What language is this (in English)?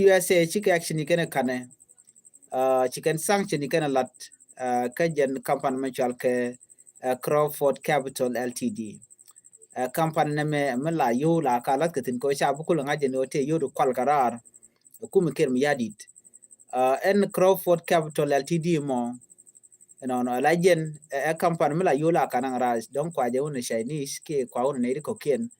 Nuer